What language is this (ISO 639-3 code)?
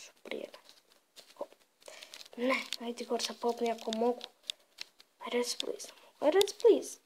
bos